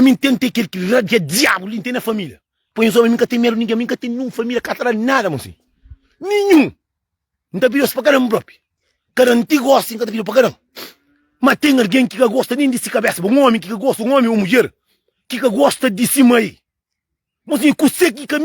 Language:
Kabuverdianu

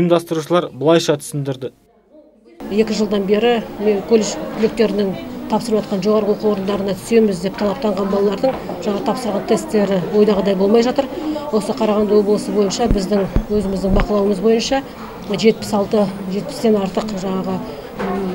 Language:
Kazakh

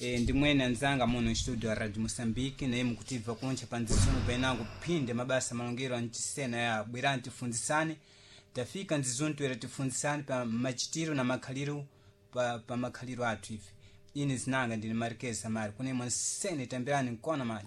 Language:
Sena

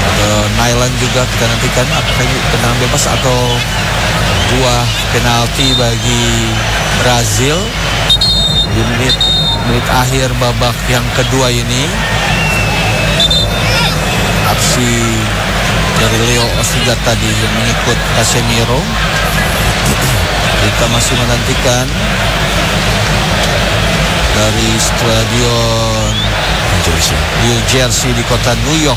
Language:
Indonesian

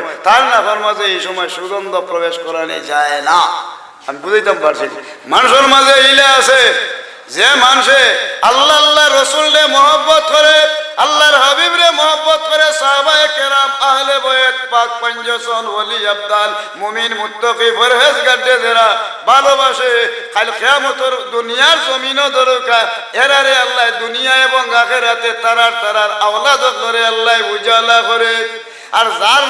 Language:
Sylheti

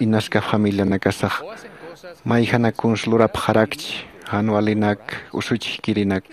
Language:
Aymara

